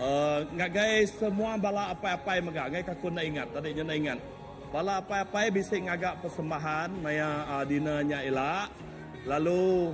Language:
Iban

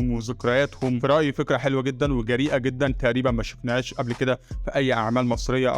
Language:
Egyptian Arabic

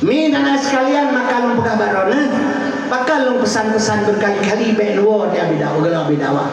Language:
Achinese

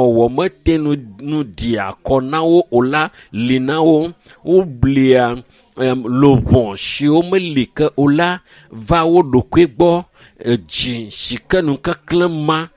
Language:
Ewe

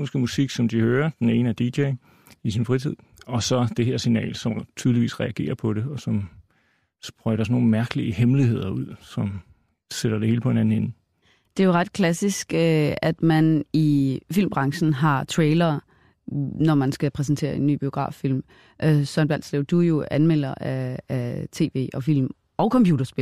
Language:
Danish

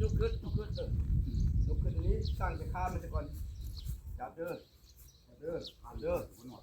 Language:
Northeastern Thai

